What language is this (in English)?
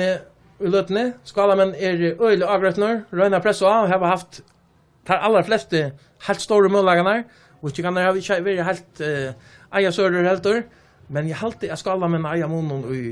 Faroese